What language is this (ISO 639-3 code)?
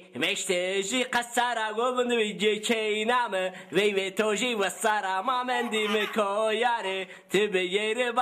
zza